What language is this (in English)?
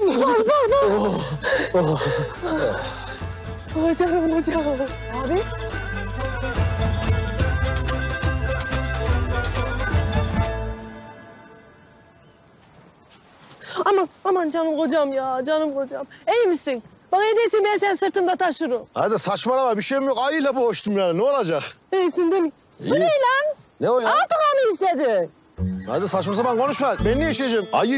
Turkish